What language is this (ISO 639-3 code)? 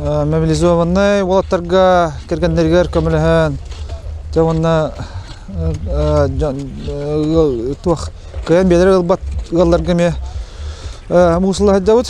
sah